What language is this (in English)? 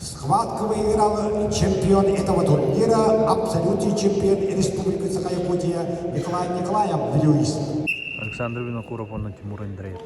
Yakut